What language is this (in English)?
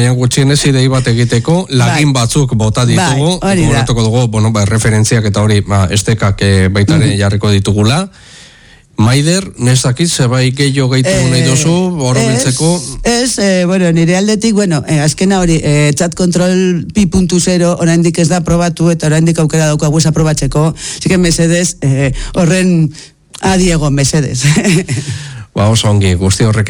Basque